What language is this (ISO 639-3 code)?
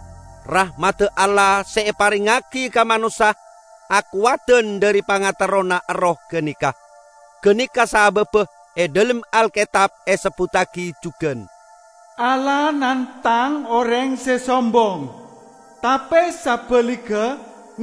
mad